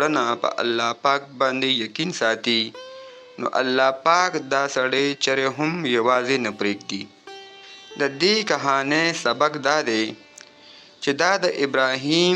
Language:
Pashto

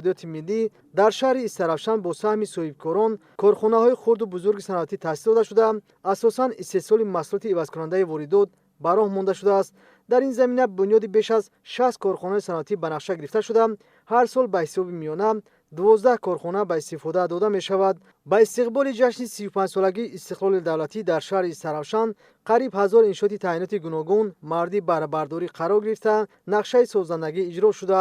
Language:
Tajik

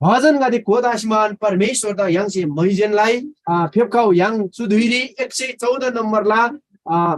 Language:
Eastern Tamang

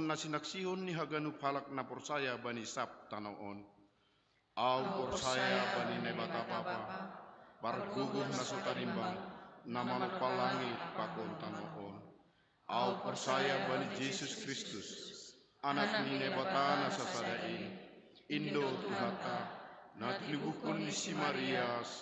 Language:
Batak Simalungun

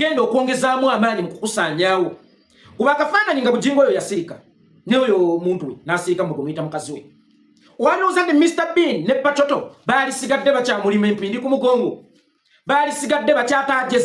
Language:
Ganda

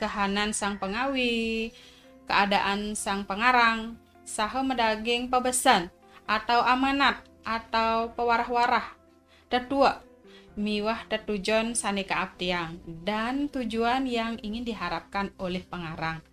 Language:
Balinese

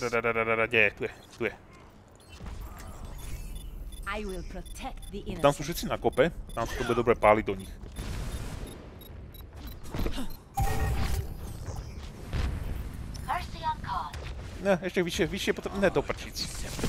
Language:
Slovak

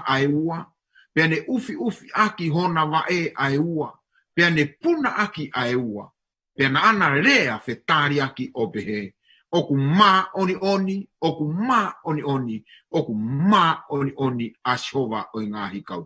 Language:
Tongan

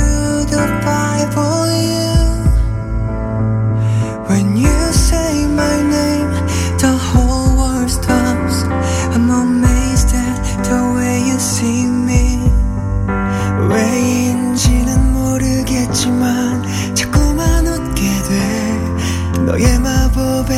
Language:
Hebrew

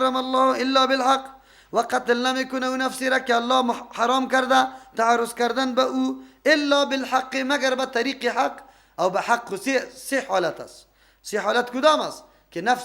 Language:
Persian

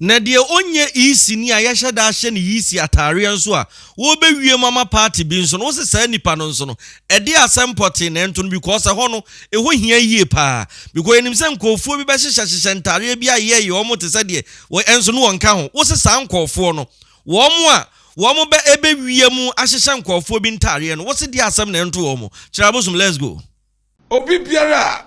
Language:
Akan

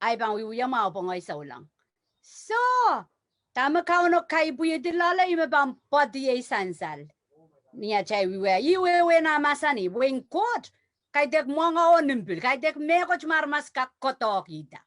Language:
Pohnpeian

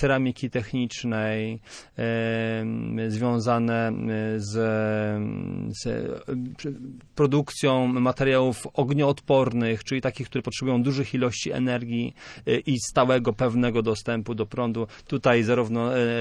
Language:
Polish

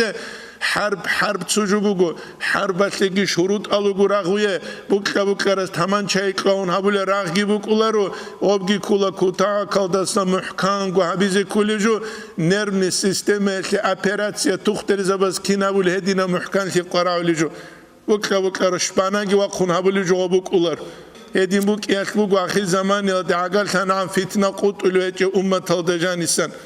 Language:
Avaric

